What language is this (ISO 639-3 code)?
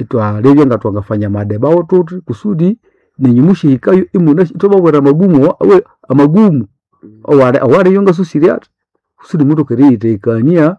nnb